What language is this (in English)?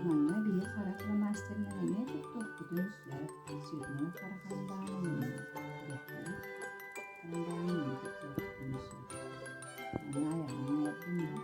Yakut